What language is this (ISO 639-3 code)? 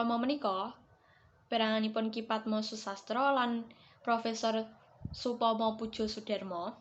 jav